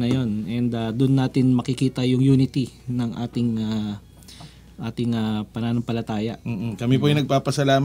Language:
Filipino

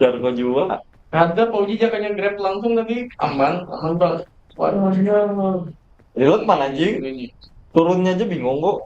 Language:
Banjar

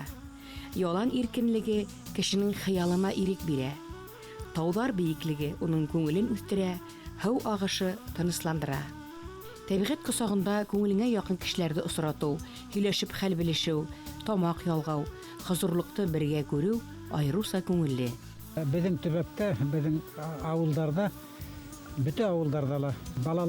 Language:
Bashkir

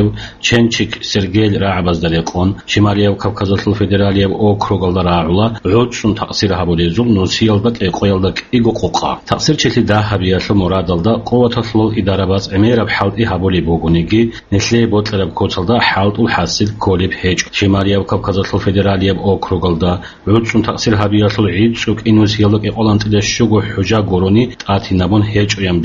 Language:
Avaric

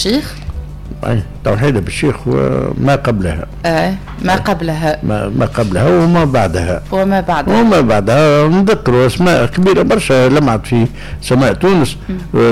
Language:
Tunisian Arabic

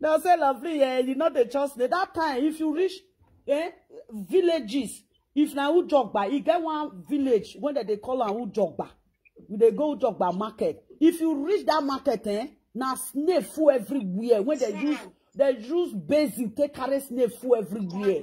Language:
Nigerian Pidgin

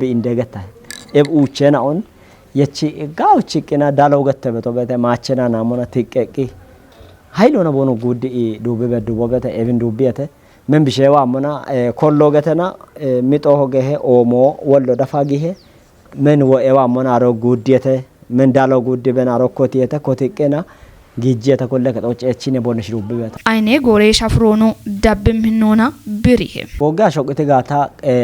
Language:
Kafa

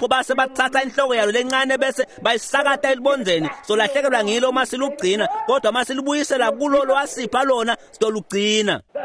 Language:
Swati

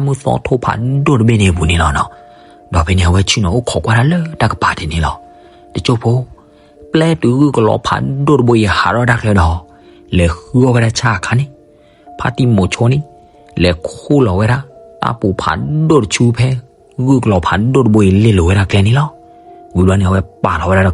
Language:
S'gaw Karen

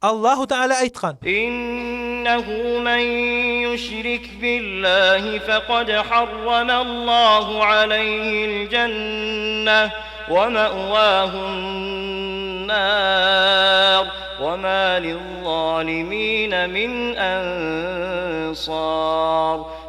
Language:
Kumyk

